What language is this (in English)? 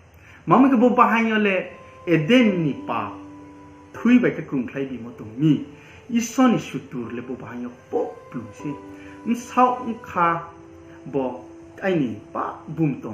Riang (India)